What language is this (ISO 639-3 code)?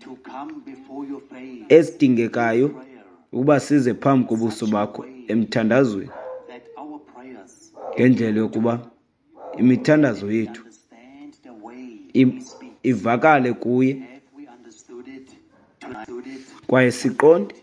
xho